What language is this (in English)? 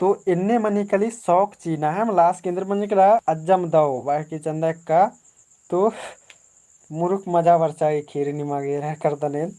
Kurukh